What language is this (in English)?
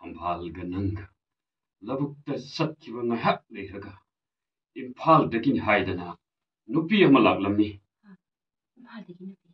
Manipuri